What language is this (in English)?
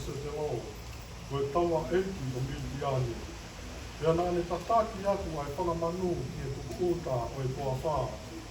Tongan